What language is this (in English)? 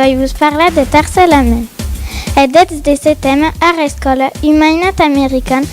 Occitan